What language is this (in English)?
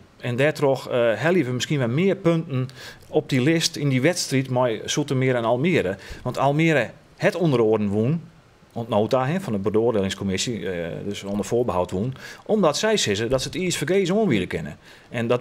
Western Frisian